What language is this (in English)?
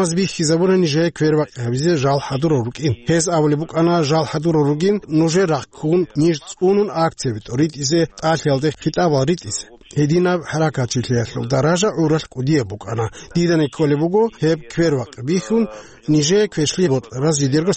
Avaric